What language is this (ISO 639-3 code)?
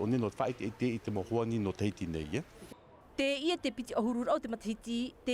tah